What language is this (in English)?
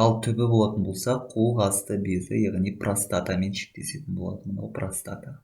Kazakh